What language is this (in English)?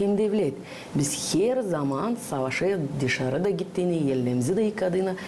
Gagauz